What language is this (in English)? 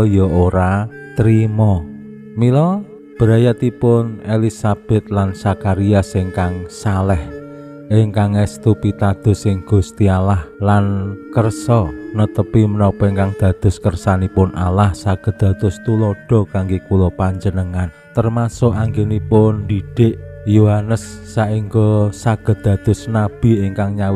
Javanese